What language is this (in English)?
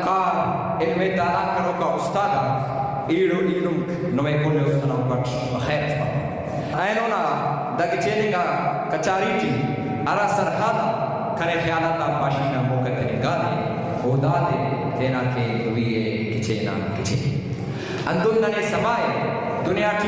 Brahui